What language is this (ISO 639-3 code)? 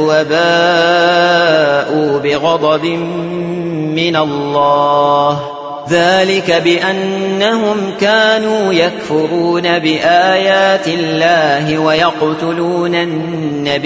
ara